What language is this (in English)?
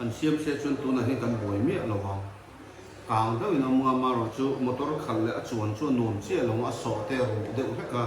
Mizo